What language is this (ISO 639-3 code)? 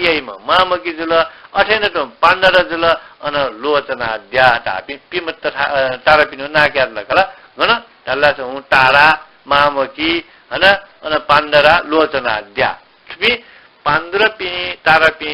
new